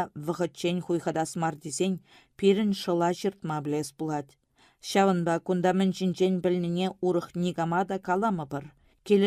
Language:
Chuvash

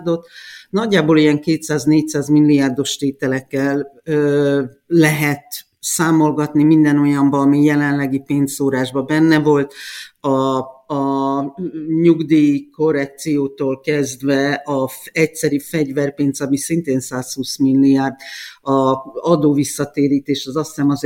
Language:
Hungarian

